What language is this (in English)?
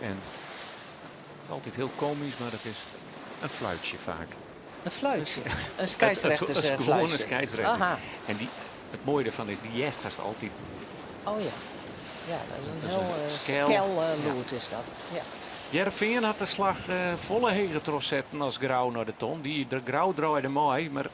Western Frisian